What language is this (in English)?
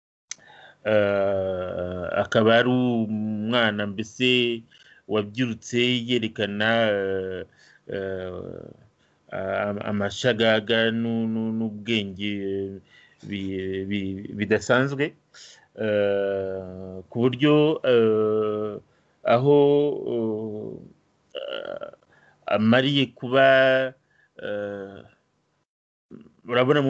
Kinyarwanda